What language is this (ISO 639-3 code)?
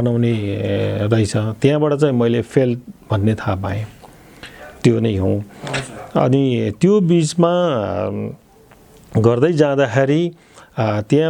nep